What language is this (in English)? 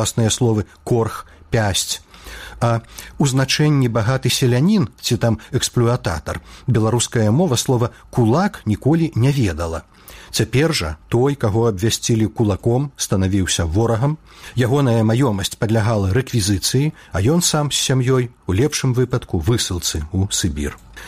Belarusian